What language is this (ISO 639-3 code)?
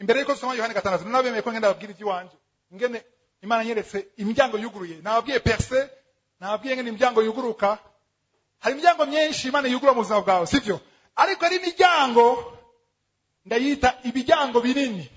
run